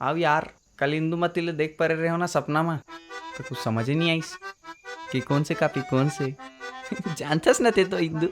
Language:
Chhattisgarhi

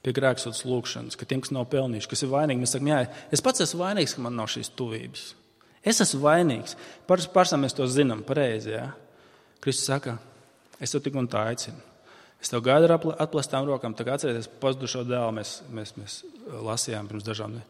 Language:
Latvian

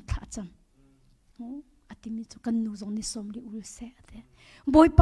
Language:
Hakha Chin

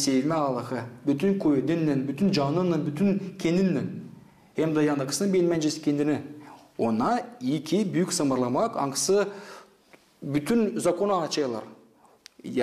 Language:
Gagauz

